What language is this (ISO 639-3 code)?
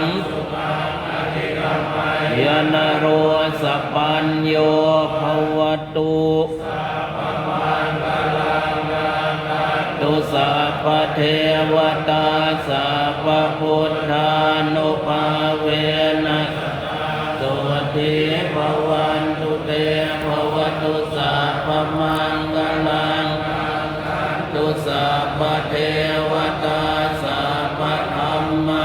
pli